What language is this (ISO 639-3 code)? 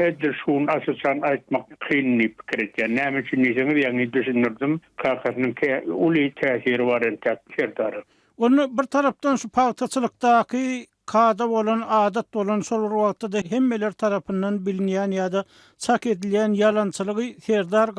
tuk